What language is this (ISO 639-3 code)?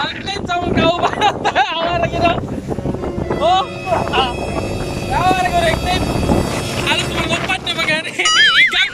ceb